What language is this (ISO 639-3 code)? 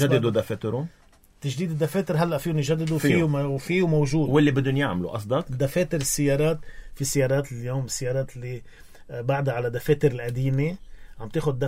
apc